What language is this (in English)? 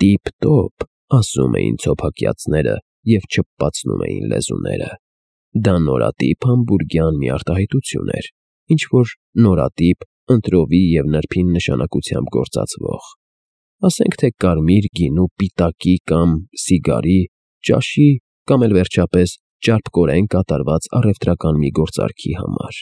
Armenian